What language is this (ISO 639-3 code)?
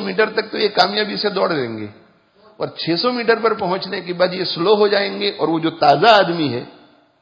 urd